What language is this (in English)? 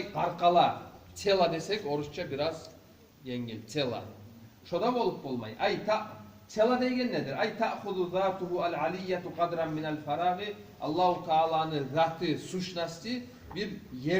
Kumyk